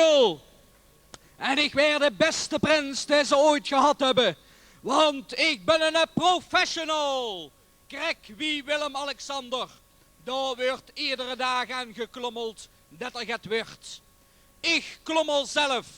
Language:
Limburgish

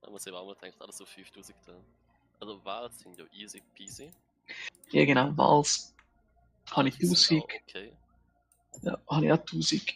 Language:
Swiss German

